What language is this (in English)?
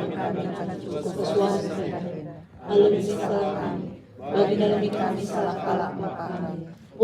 Batak Karo